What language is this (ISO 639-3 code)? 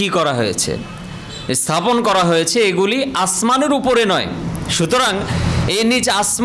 ben